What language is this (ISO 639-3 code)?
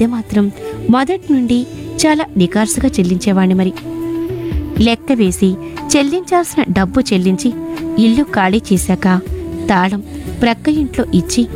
tel